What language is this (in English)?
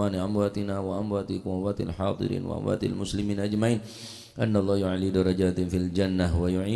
Madurese